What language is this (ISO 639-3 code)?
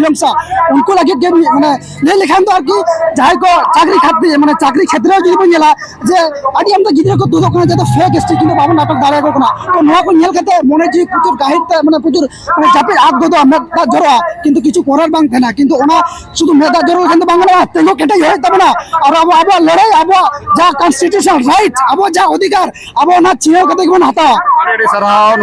sat